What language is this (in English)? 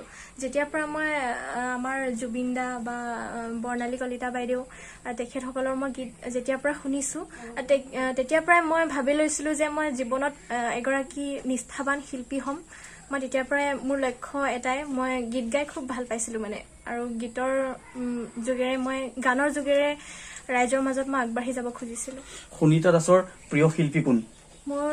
Assamese